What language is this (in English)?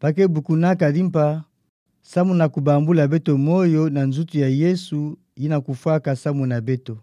Kituba (Democratic Republic of Congo)